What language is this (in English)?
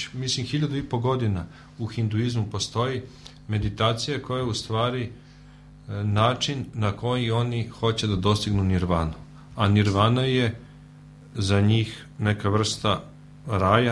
Serbian